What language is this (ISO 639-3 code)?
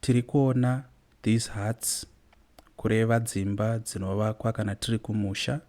sna